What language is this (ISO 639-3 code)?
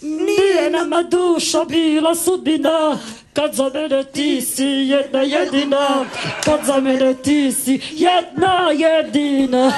slv